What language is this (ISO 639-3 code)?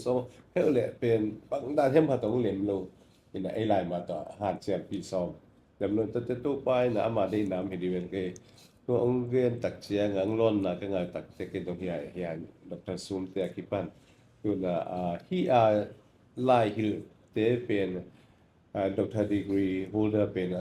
ctd